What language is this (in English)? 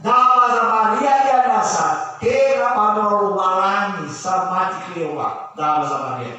Nias